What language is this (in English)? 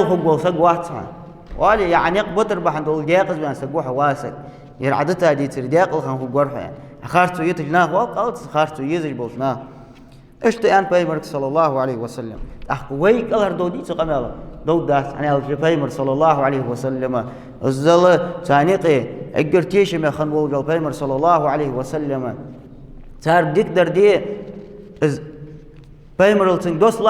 Ingush